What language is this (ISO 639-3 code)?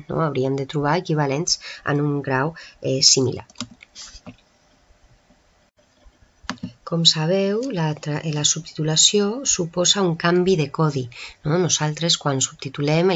cat